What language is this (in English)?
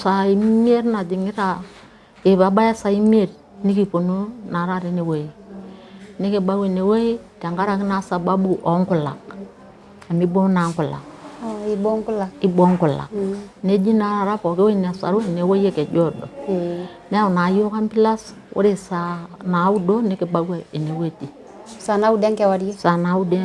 Masai